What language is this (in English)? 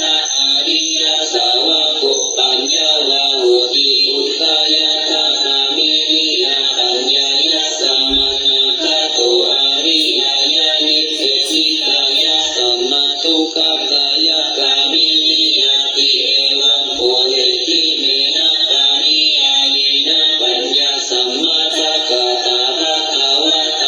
Pali